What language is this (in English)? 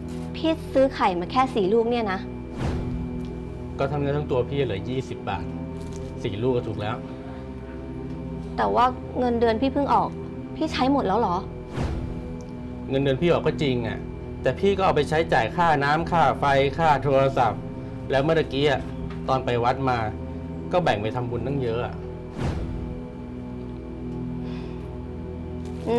Thai